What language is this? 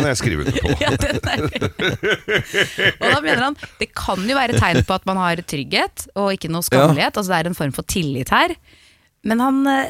Norwegian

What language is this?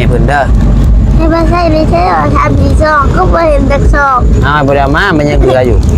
Northeastern Thai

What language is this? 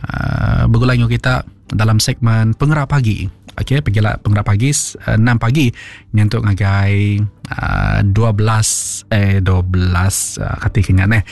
Iban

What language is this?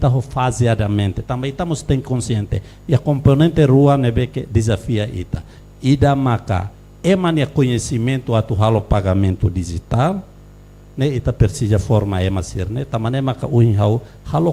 Tetum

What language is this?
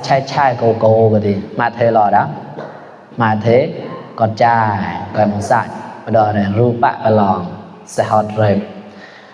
Mon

